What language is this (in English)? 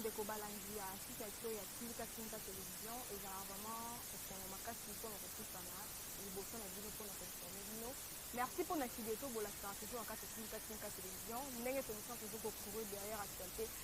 Lingala